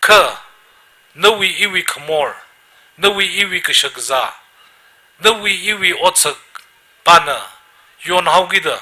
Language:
Tangkhul Naga (India)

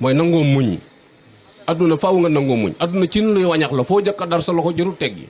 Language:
Wolof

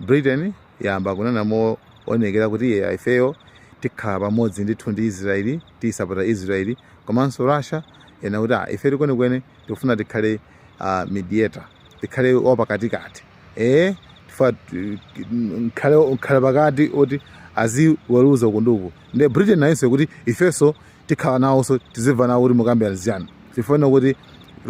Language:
Nyanja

